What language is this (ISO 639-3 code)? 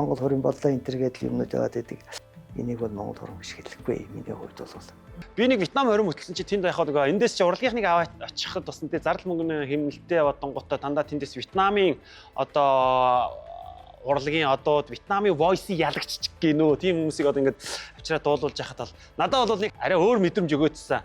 mon